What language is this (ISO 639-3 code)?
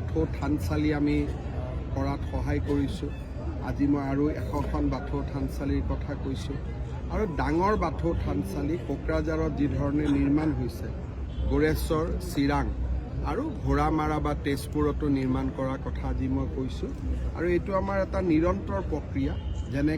asm